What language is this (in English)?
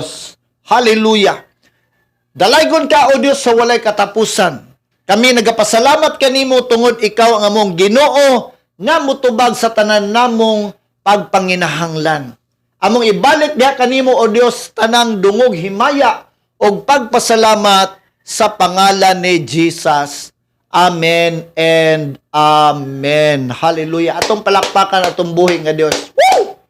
Cebuano